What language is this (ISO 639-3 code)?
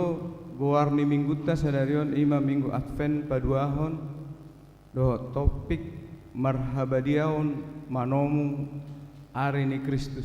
bbc